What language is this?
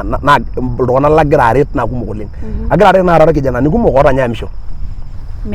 Masai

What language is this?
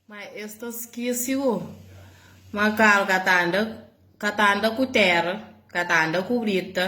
Kabuverdianu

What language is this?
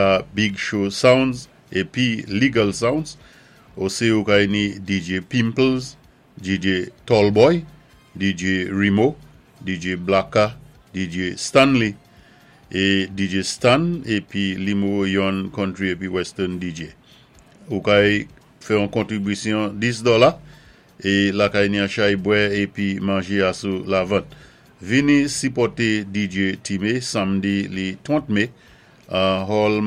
Saint Lucian Creole French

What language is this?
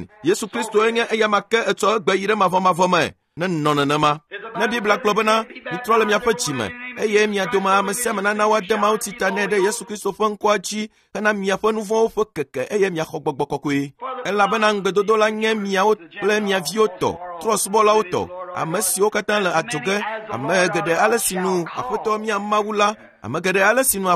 Ewe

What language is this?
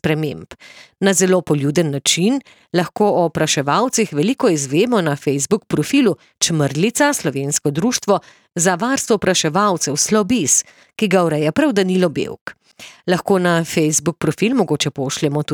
Slovenian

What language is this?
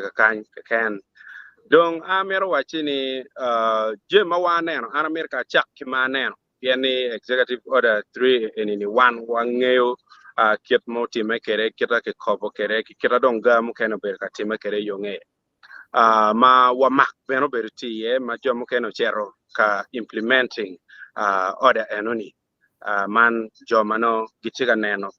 Acoli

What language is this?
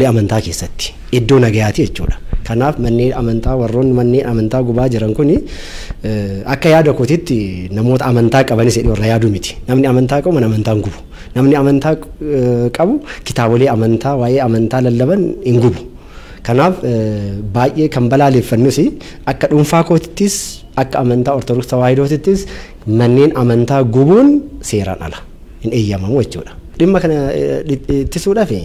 Oromo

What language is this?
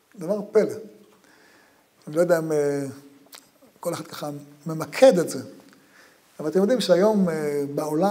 Hebrew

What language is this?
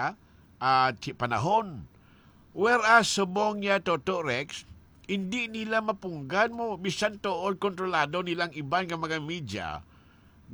Hiligaynon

